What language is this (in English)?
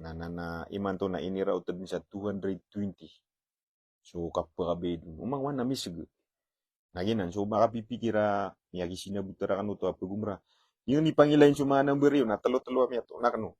Maranao